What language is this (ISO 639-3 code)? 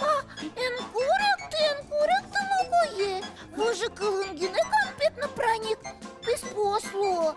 udm